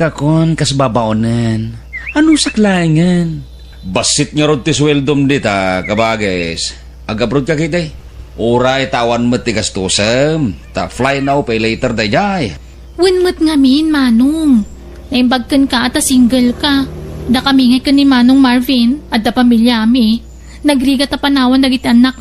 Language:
Iloko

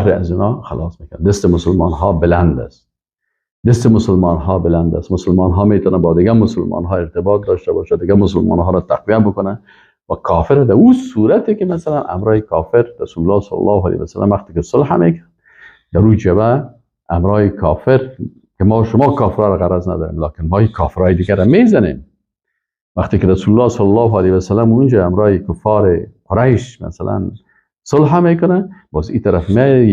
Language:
Persian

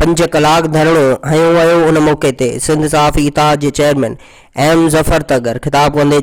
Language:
Sindhi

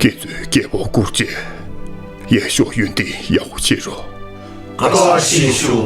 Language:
Tibetan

